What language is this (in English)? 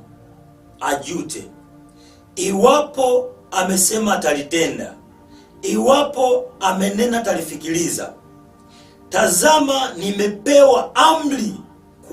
Swahili